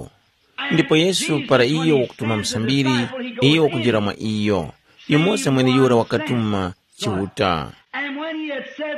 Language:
Tumbuka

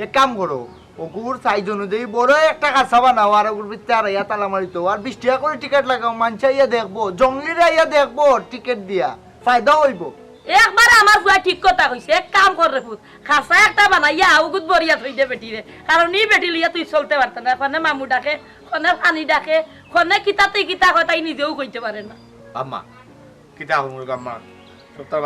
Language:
Sylheti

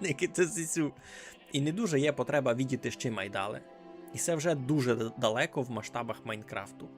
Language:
Rusyn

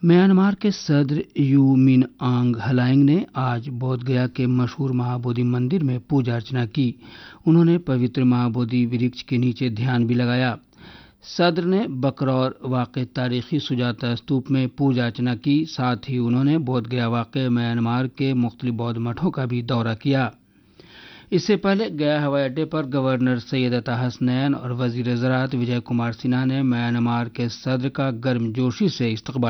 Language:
Urdu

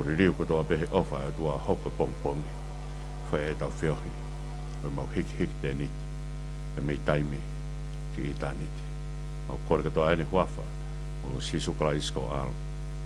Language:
Tongan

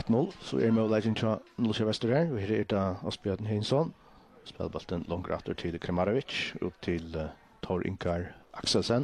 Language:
Faroese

